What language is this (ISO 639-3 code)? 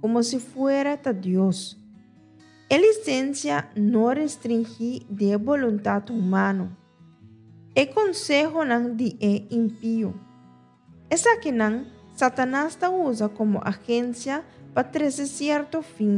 pap